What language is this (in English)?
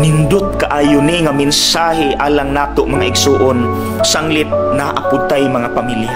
Cebuano